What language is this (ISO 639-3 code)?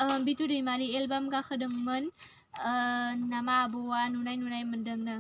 brx